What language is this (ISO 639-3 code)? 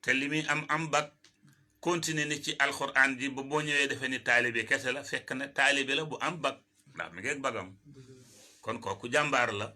wol